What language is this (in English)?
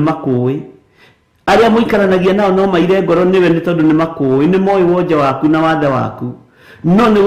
Kikuyu